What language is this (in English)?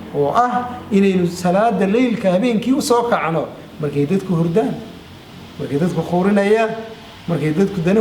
Somali